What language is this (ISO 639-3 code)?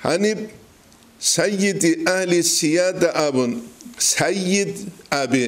ava